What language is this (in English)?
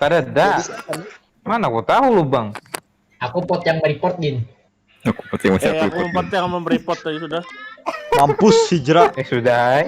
Banjar